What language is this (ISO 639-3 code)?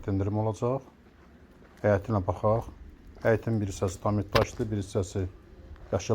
aze